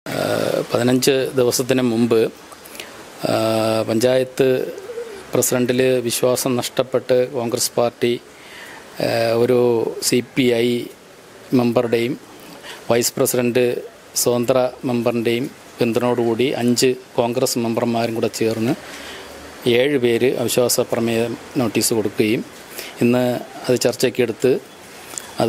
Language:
Malayalam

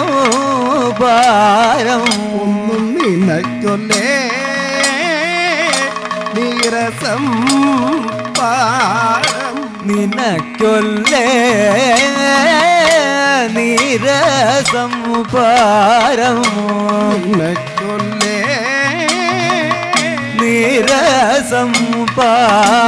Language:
Malayalam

